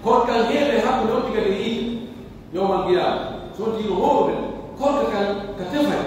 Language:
Pular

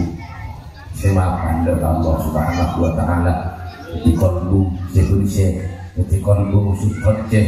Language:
Madurese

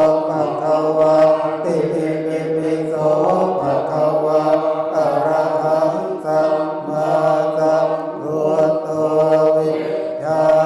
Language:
Pali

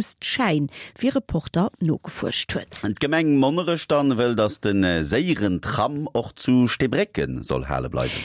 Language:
Luxembourgish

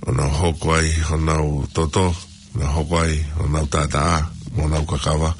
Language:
Tongan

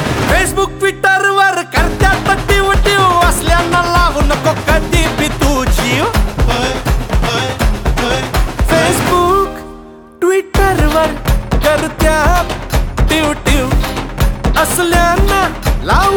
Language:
Marathi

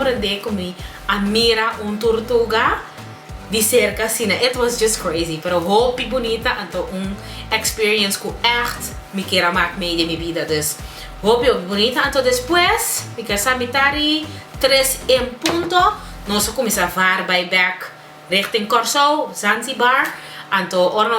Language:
Papiamento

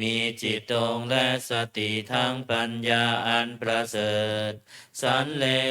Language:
Pali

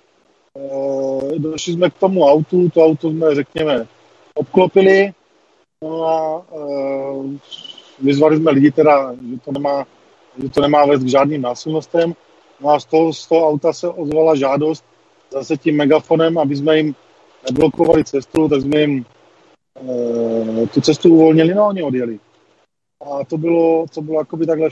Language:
Czech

